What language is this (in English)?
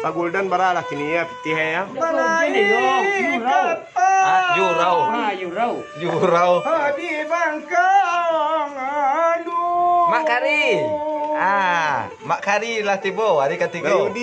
Minangkabau